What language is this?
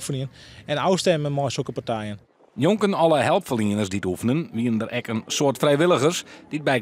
Western Frisian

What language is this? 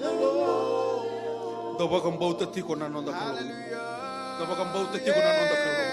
Fijian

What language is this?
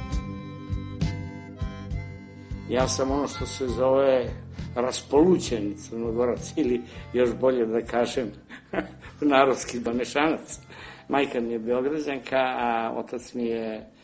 Serbian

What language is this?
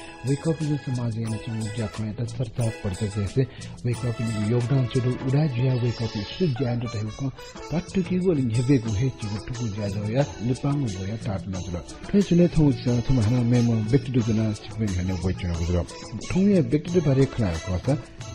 Newari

